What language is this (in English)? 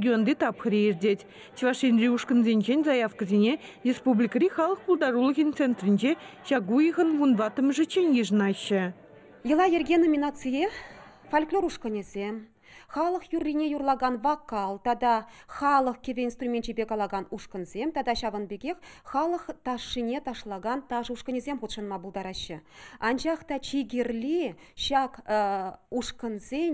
Chuvash